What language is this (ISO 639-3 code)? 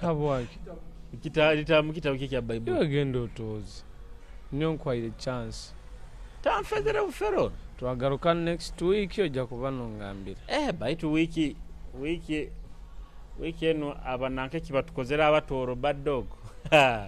nyo